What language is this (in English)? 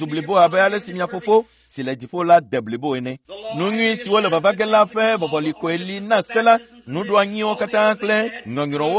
Ewe